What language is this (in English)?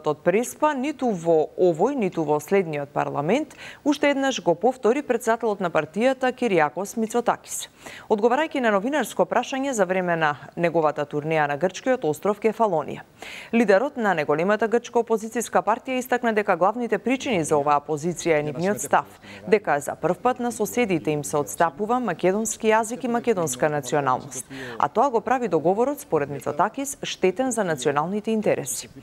Macedonian